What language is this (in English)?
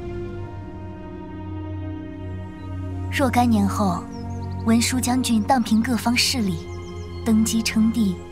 Chinese